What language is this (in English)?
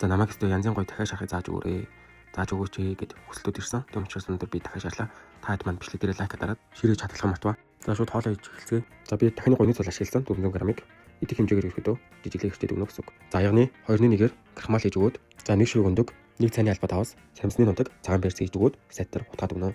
Mongolian